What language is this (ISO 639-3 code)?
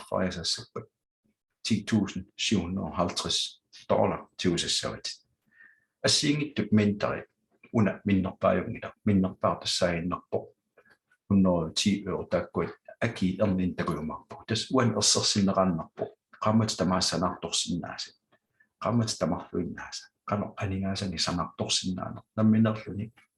kal